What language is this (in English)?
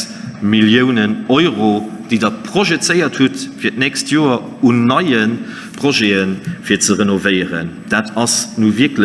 Luxembourgish